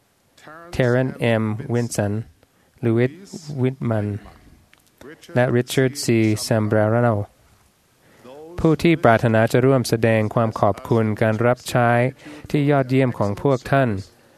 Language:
Thai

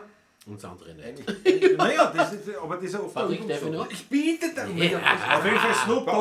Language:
Bavarian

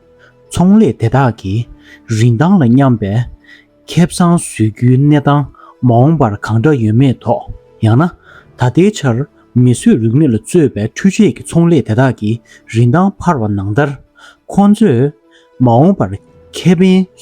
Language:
Tibetan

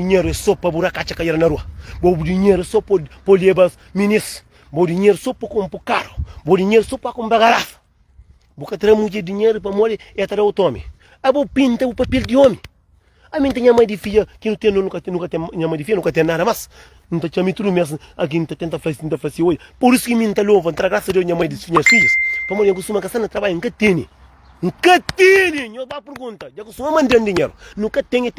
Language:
Kabuverdianu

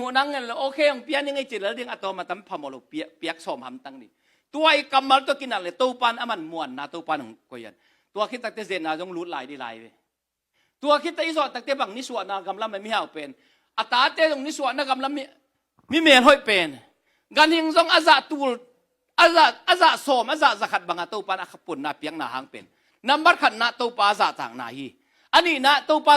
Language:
Tedim Chin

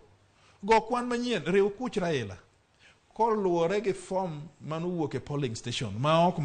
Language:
Luo (Kenya and Tanzania)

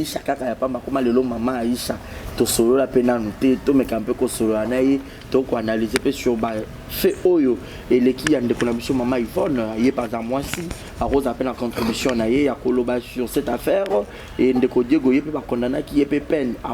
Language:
Lingala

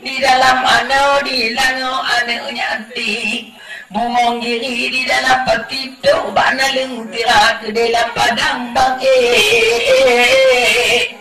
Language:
Achinese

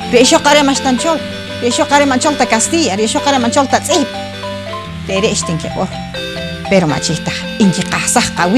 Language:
Poqomchi'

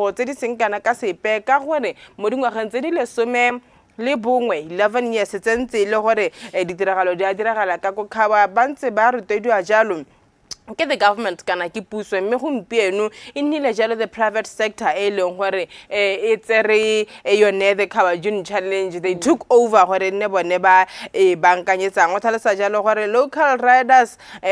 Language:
Tswana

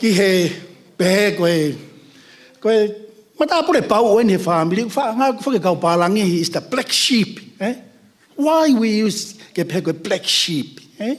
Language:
Tongan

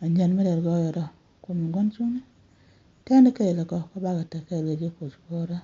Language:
Nuer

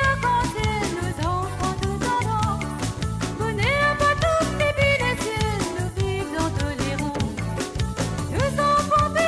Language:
Morisyen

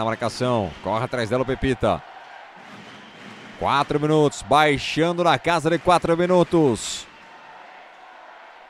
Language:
Portuguese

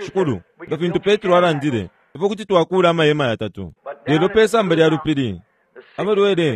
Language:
Bemba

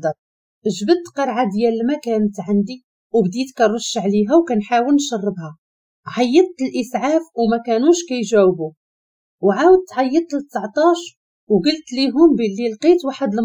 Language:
Moroccan Arabic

